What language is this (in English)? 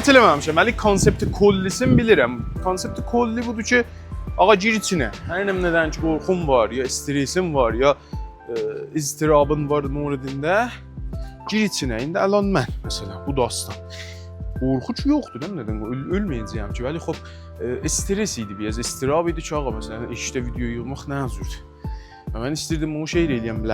South Azerbaijani